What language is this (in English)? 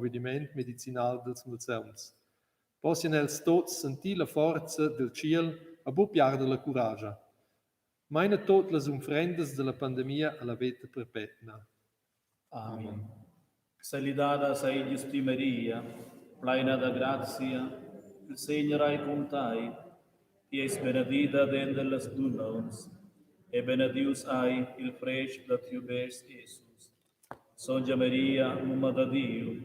Romansh